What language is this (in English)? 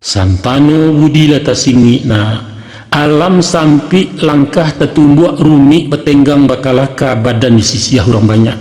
Minangkabau